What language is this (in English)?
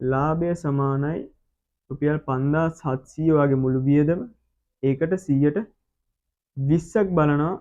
Sinhala